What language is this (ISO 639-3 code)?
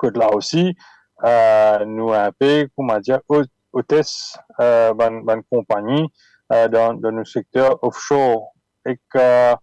mfe